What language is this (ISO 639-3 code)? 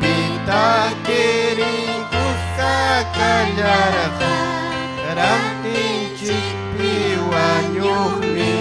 quy